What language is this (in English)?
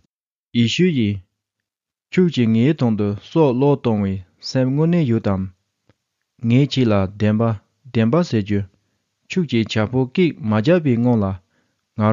Tibetan